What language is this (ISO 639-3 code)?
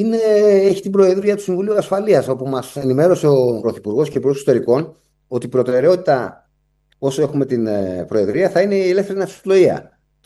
ell